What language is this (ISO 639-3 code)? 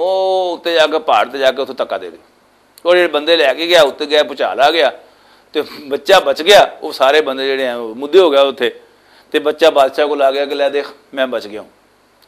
lah